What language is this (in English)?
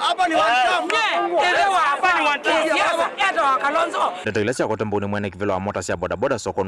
Kamba